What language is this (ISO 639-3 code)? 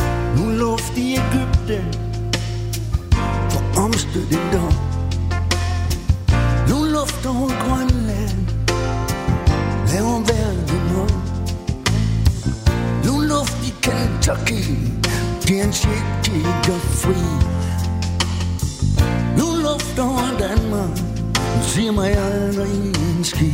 dan